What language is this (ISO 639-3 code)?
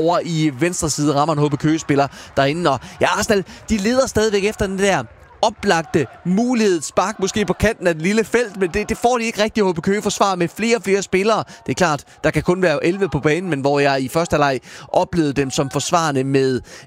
dan